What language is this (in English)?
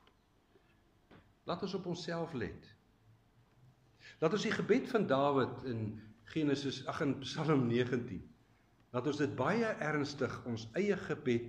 Afrikaans